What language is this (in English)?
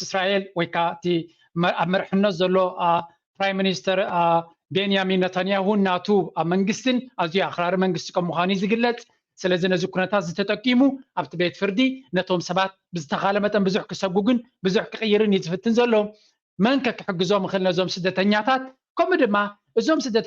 Tigrinya